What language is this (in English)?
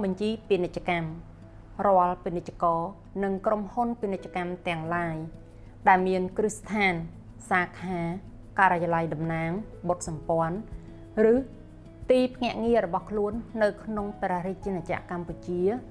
Khmer